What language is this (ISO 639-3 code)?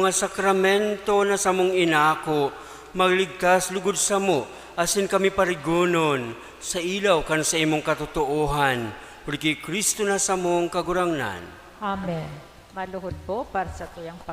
bik